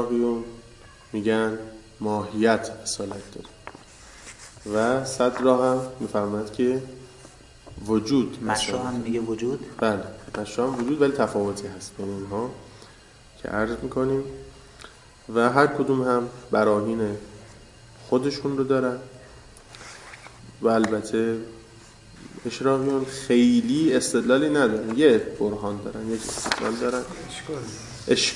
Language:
Persian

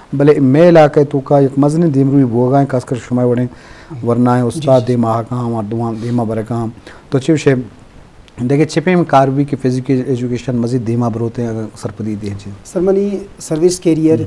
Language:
Eastern Balochi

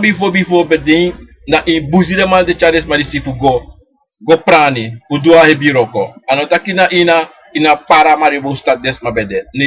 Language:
Sranan Tongo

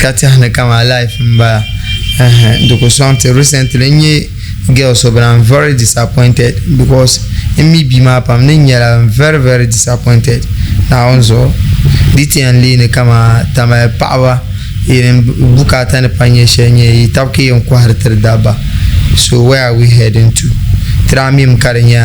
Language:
Dagbani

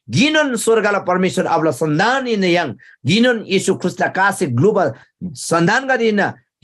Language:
Eastern Tamang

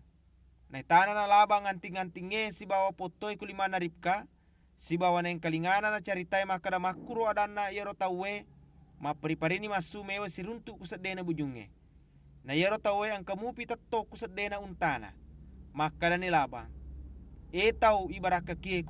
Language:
Buginese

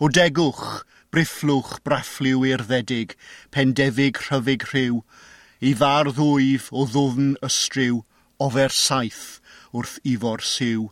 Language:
Welsh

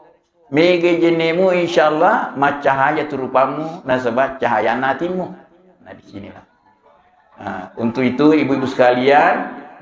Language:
Buginese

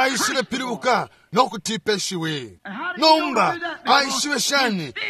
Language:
Bemba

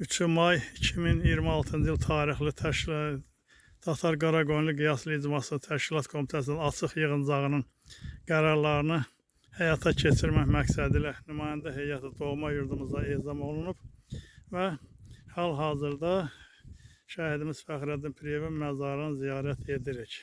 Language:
Azerbaijani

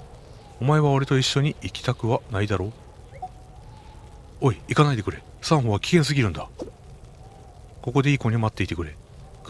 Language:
Japanese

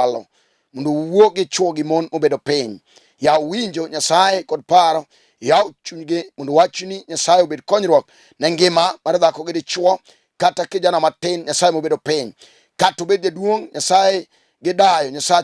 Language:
Luo (Kenya and Tanzania)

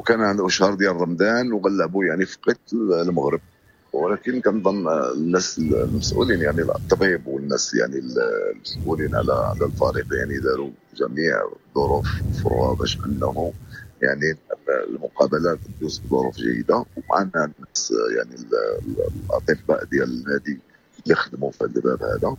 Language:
Moroccan Arabic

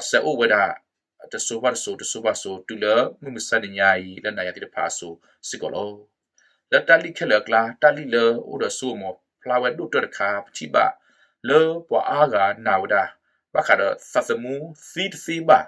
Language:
S'gaw Karen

